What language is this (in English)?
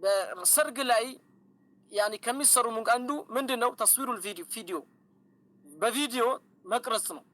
Amharic